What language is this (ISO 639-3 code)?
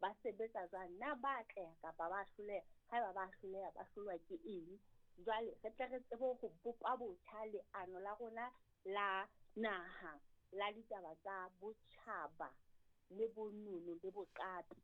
sot